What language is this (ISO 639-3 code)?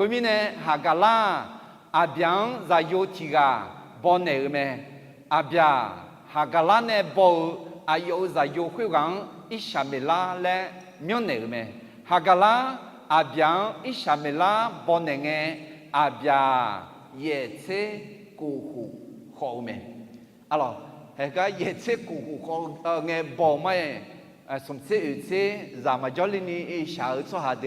ahk